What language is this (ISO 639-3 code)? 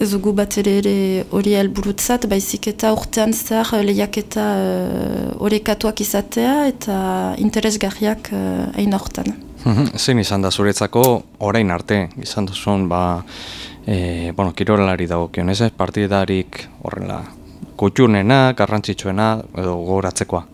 eus